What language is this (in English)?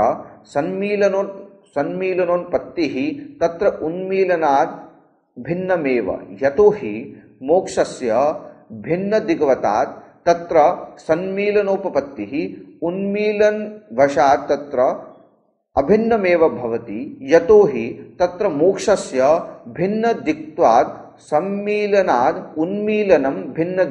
Sanskrit